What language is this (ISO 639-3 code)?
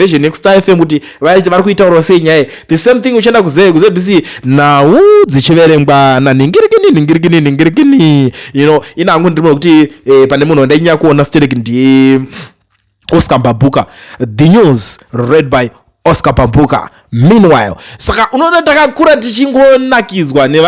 sna